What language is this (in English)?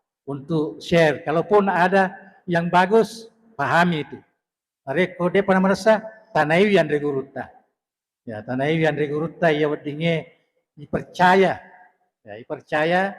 Buginese